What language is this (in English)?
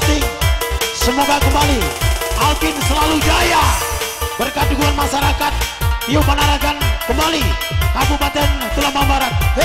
Indonesian